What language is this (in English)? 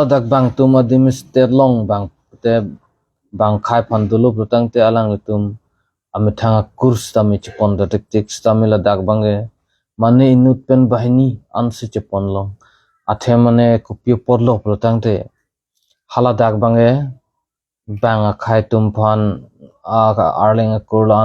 Karbi